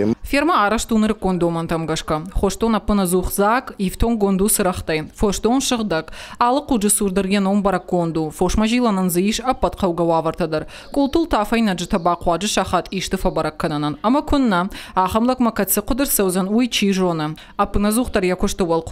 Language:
Ossetic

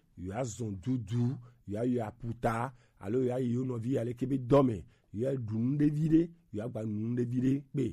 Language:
Gen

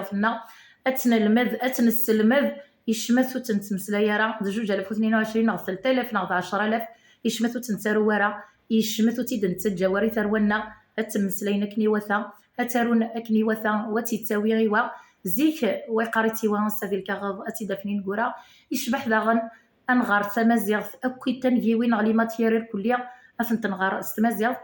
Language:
Kabyle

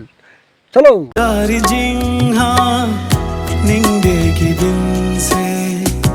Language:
Dimasa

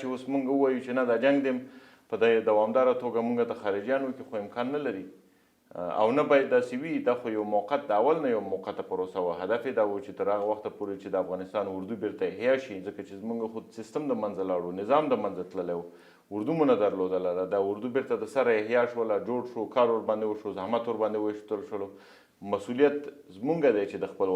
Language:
Pashto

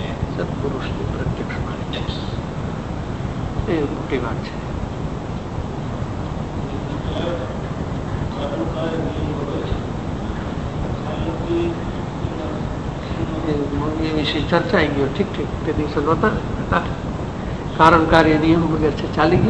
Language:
Gujarati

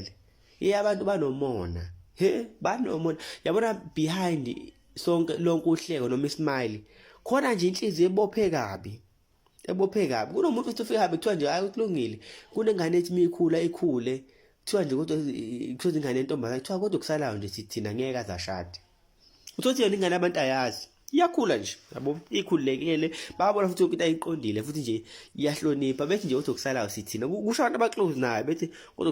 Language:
Zulu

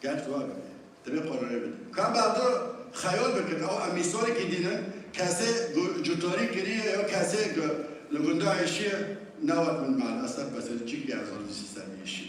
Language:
Kurdish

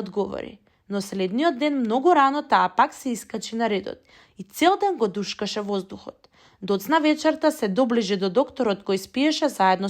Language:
Macedonian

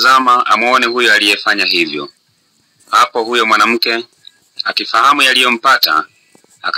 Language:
Swahili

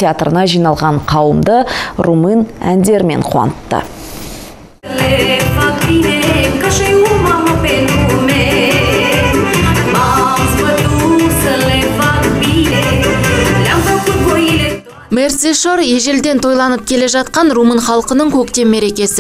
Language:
Kazakh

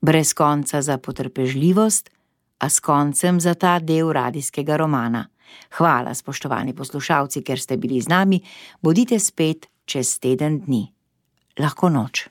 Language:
Slovenian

